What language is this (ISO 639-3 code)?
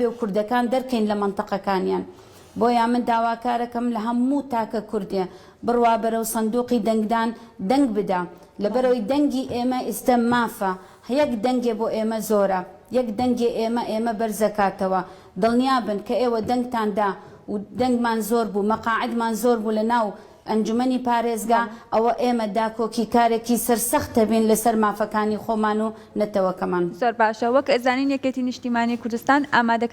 ckb